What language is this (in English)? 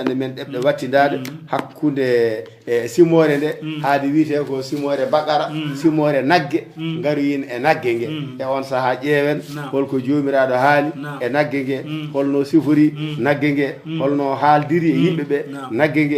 Fula